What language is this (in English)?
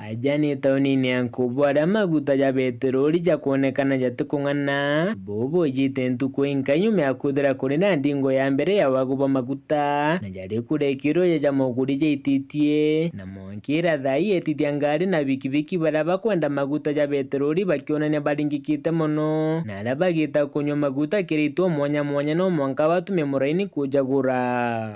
Meru